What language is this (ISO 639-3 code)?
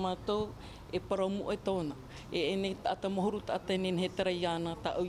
tah